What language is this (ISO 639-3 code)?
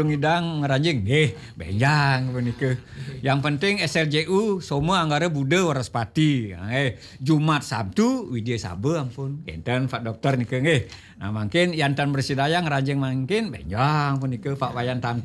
ban